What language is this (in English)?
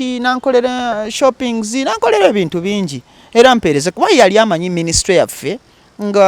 Ganda